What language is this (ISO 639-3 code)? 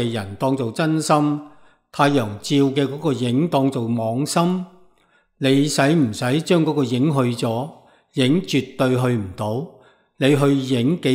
yue